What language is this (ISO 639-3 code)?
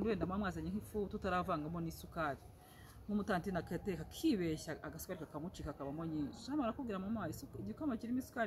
kin